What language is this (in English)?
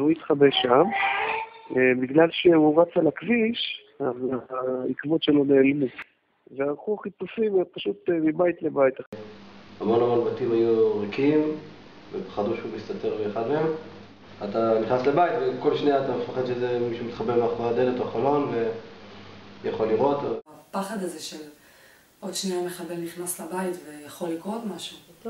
Hebrew